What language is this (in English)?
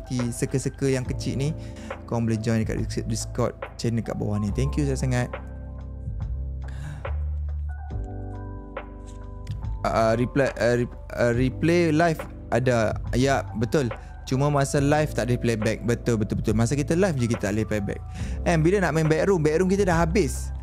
Malay